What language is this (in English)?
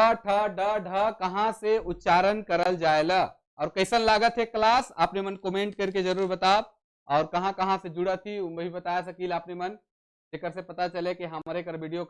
Sadri